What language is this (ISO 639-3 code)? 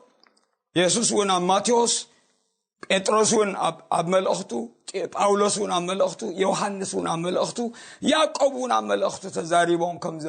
tir